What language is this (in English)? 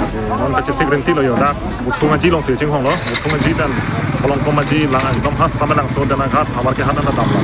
Karbi